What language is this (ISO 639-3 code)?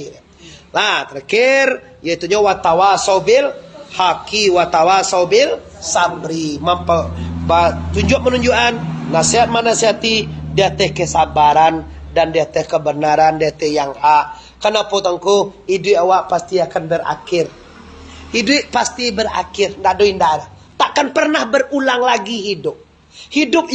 min